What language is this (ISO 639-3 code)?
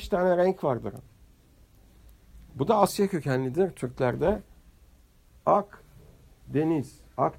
tur